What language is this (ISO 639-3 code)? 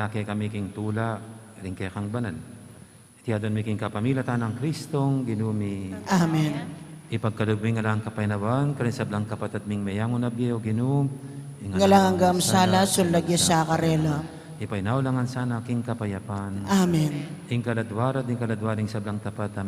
pam